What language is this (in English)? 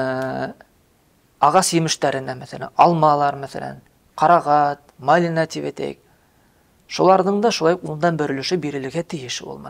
Bashkir